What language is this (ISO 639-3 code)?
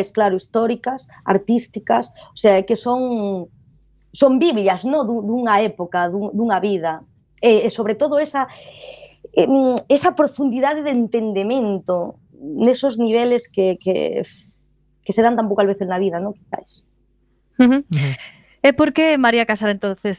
glg